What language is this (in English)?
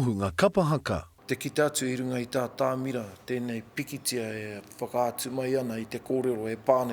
Māori